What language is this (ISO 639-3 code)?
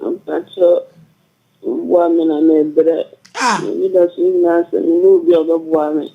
aka